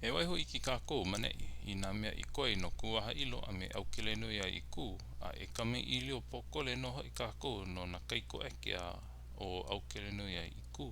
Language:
Hawaiian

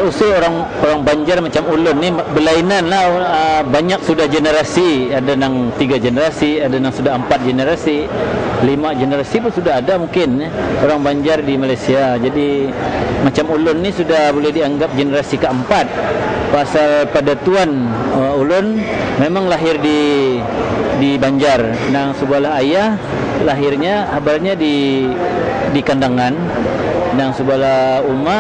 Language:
Banjar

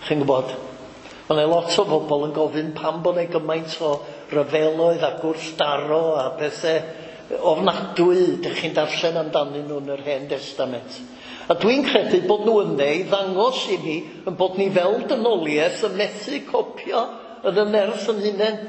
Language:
Welsh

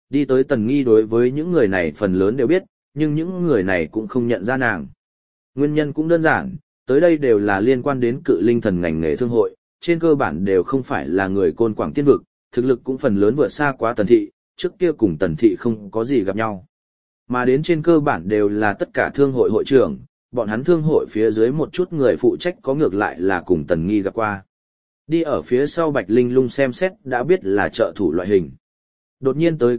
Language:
Vietnamese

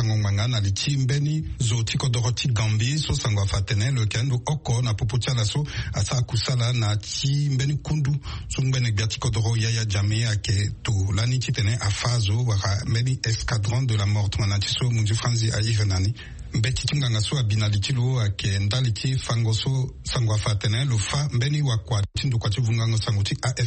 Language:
Sango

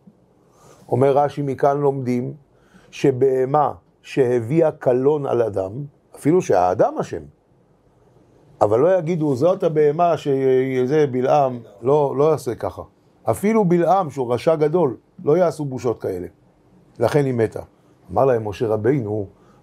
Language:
Hebrew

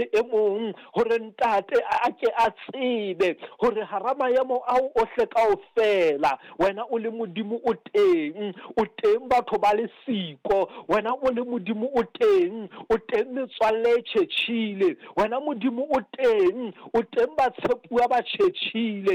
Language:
Southern Sotho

